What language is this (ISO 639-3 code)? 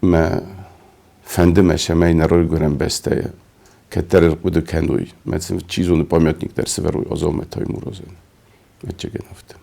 oss